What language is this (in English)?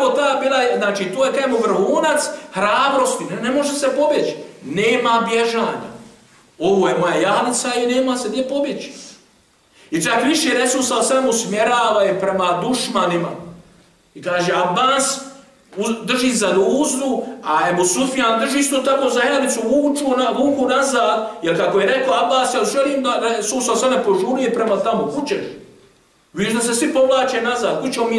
Bosnian